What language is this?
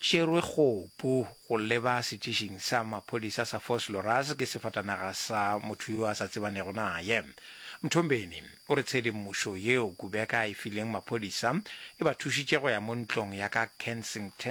Northern Sotho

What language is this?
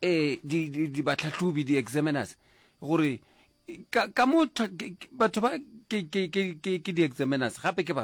Northern Sotho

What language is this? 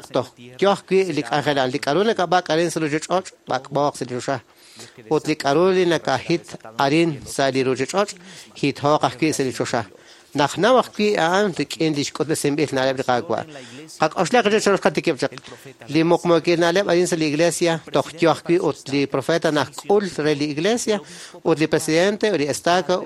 Kekchí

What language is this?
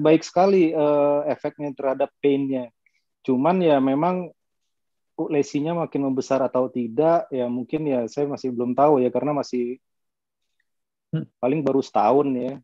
Indonesian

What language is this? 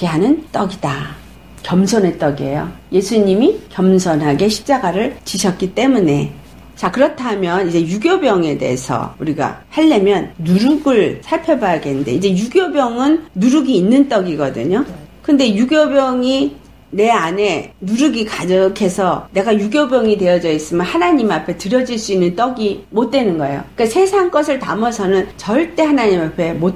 Korean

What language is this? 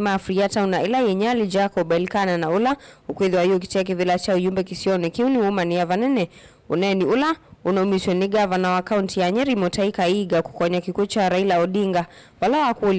Kamba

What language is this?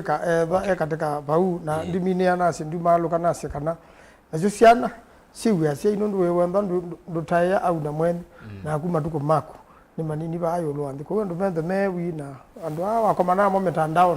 Kamba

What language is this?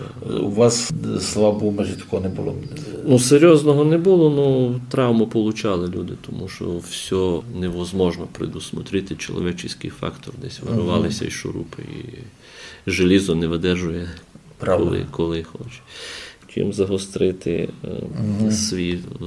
Rusyn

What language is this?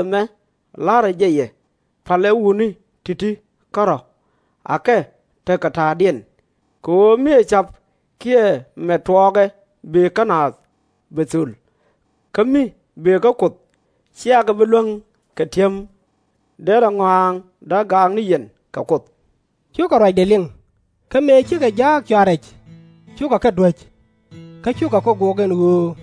Nuer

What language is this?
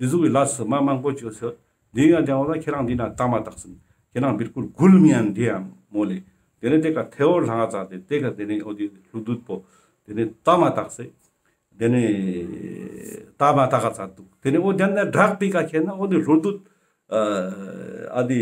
Ladakhi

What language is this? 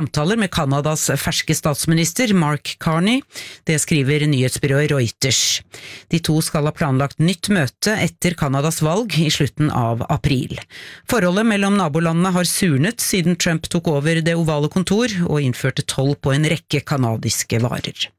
Norwegian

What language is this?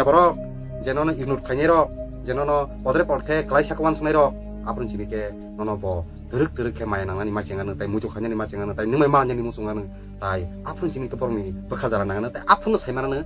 Kok Borok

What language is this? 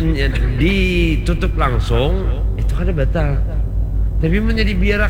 Banjar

